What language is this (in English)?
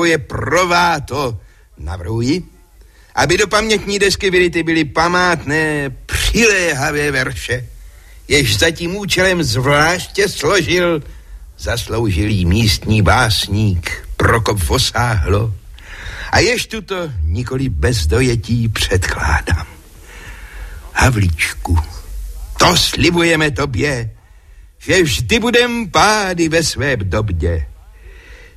Czech